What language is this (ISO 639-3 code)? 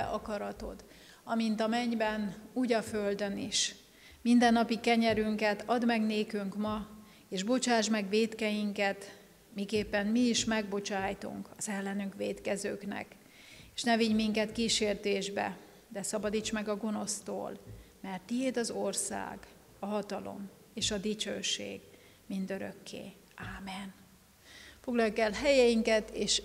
hun